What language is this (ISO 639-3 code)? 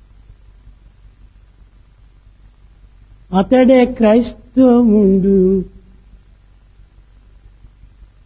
tel